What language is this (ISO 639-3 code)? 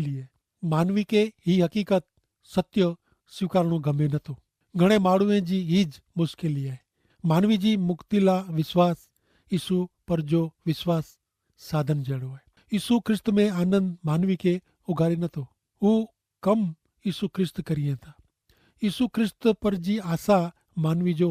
kfr